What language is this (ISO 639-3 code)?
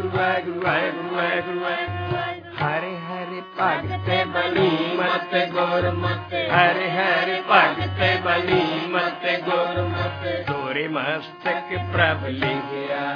pan